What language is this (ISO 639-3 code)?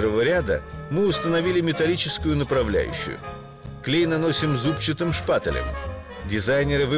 rus